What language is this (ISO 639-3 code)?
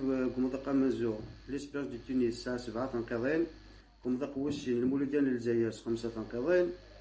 kab